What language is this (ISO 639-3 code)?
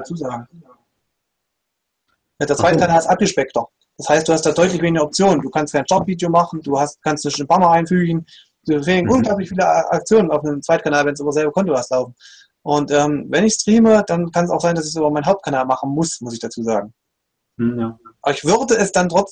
deu